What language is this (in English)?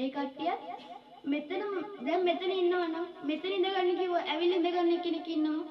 Sinhala